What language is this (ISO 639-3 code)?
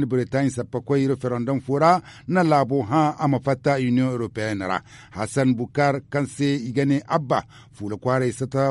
dje